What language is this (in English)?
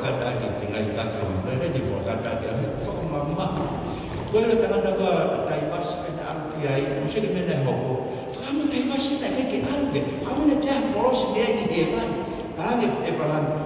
Tongan